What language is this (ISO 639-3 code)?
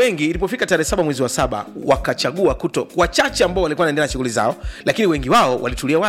swa